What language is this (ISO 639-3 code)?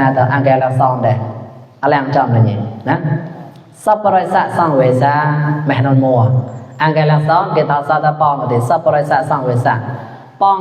mnw